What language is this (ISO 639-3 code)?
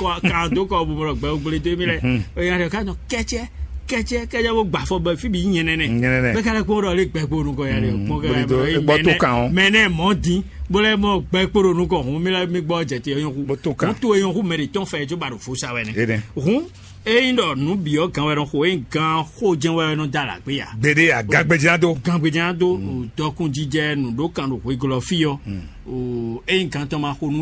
fon